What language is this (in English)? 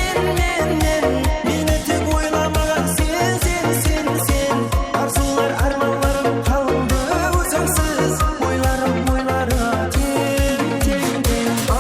Kara-Kalpak